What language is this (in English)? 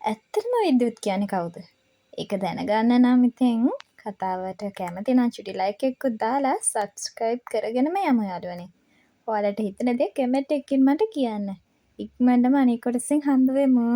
Sinhala